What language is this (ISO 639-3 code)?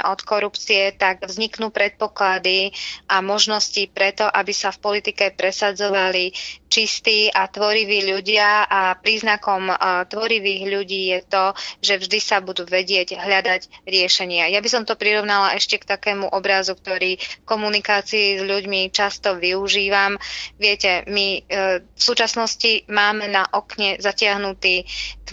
slk